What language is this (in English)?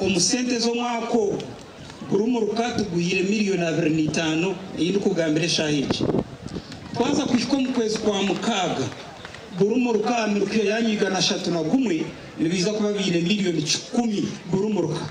Nyankole